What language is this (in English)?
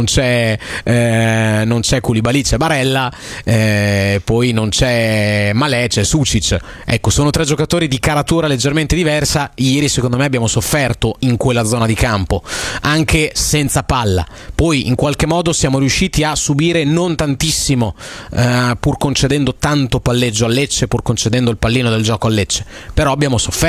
Italian